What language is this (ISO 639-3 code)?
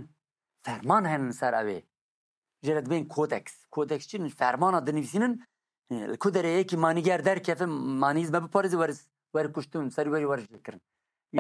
kur